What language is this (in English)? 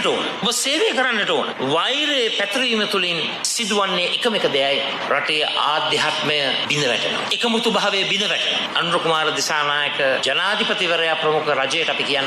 Sinhala